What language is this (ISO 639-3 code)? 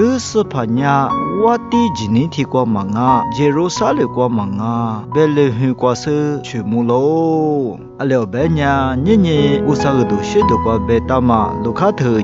lis